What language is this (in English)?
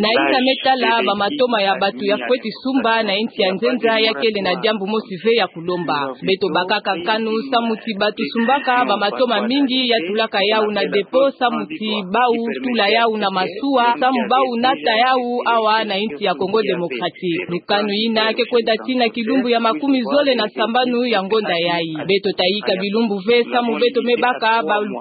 Kituba (Democratic Republic of Congo)